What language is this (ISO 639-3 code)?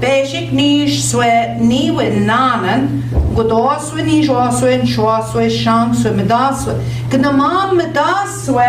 ojc